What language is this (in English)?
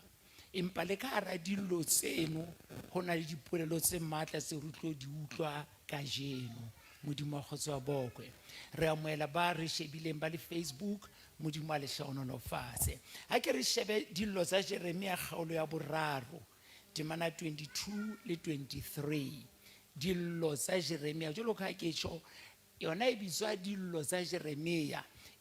Southern Sotho